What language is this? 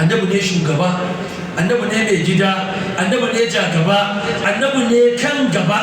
Hausa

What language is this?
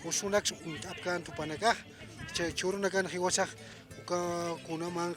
Aymara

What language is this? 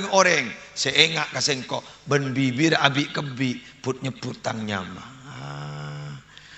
Madurese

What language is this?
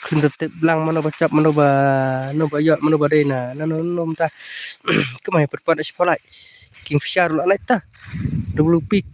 Khasi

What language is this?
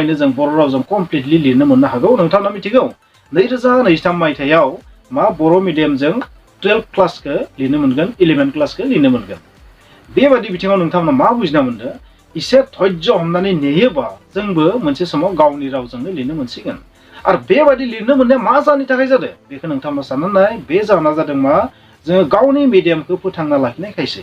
Bodo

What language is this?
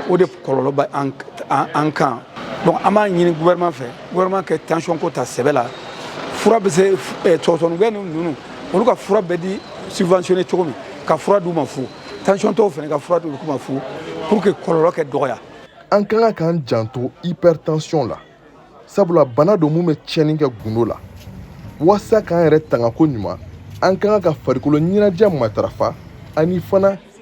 Bambara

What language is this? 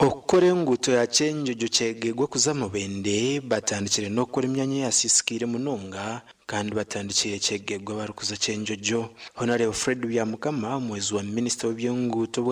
Nyankole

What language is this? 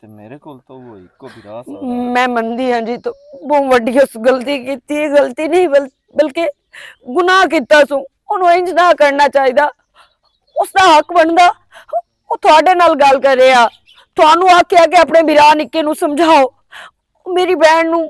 Western Panjabi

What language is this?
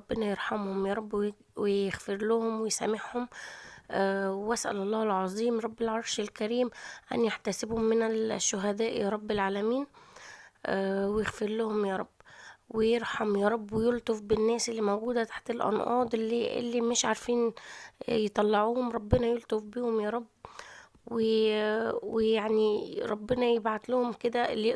Egyptian Arabic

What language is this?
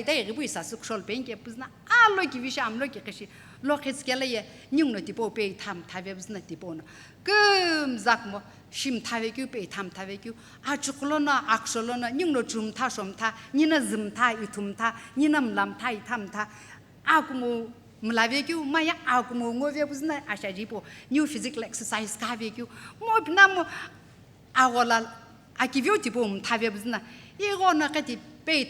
Sumi Naga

